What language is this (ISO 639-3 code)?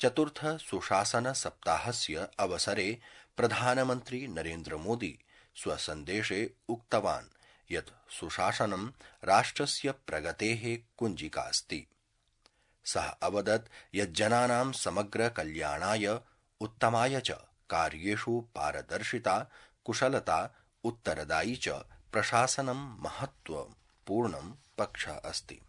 san